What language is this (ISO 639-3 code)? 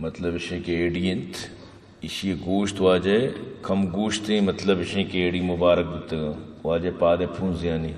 bgp